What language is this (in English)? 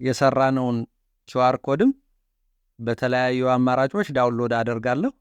Amharic